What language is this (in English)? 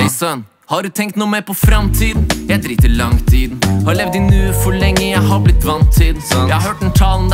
Norwegian